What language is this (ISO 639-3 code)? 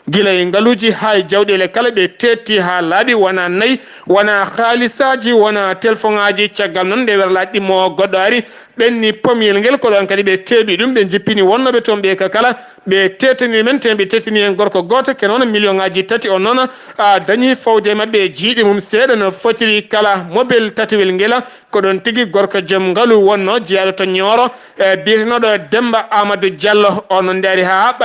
ful